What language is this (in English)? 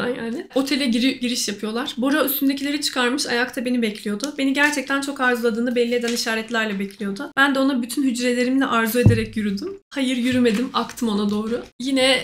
Turkish